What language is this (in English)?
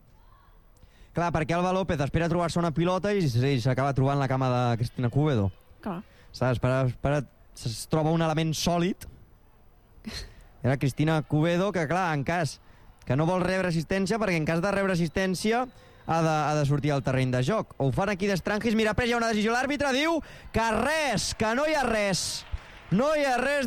Catalan